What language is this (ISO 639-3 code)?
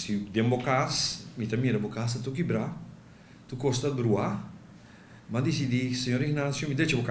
pap